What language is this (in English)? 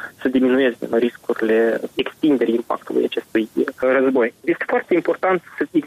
Romanian